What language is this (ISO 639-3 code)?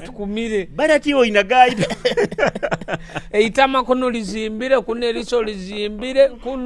nyo